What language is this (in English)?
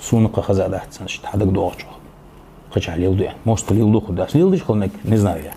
Ingush